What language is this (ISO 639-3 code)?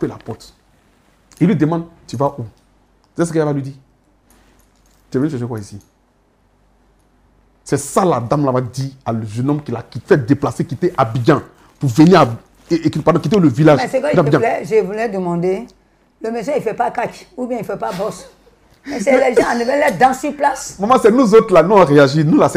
fra